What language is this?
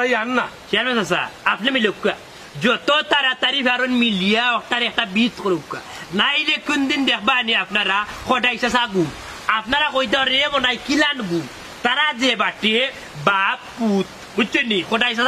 Sylheti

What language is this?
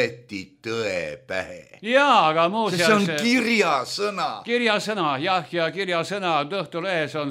Estonian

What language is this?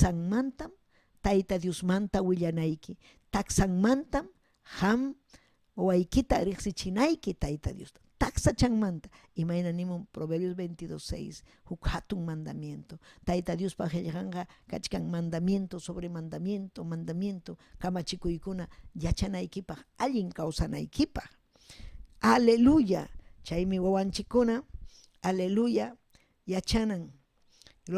Ayacucho Quechua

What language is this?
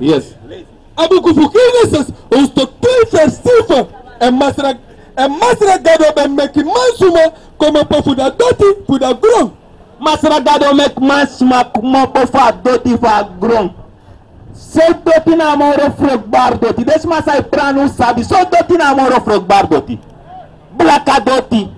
Sranan Tongo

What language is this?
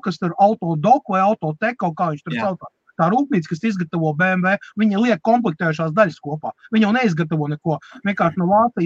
Latvian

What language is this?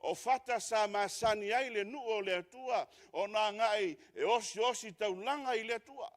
Samoan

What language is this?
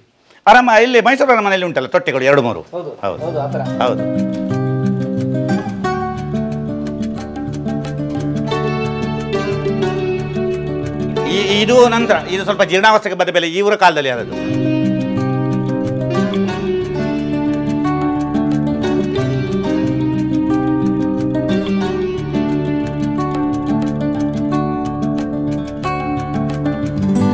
Kannada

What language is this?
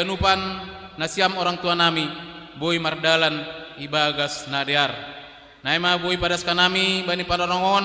Batak Simalungun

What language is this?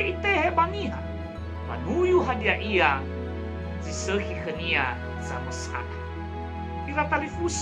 Nias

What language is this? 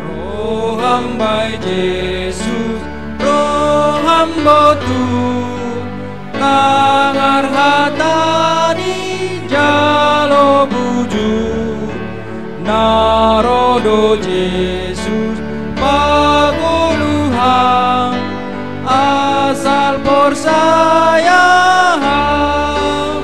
Batak Simalungun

